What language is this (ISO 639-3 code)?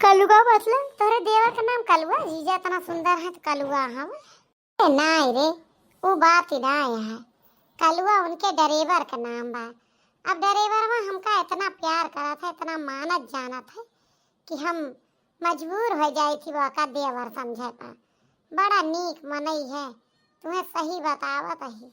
awa